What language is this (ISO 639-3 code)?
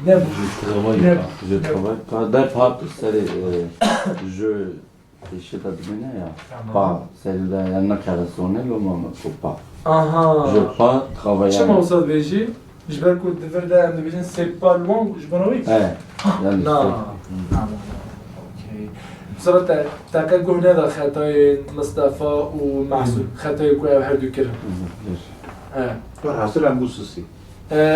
kur